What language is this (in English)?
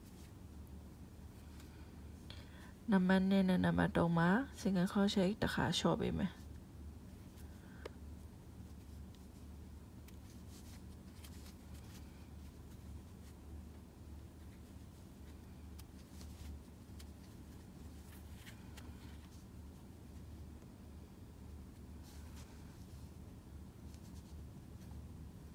Burmese